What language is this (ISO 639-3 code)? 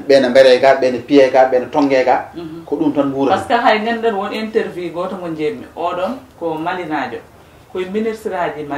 ful